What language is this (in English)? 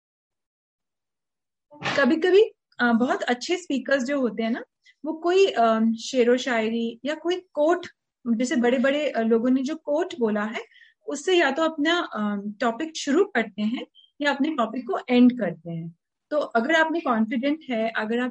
Hindi